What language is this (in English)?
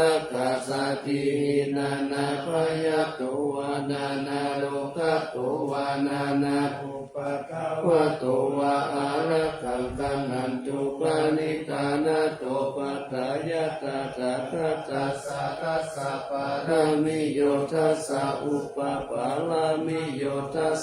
Pali